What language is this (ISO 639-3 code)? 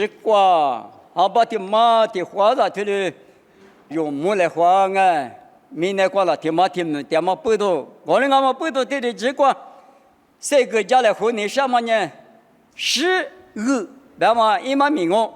lis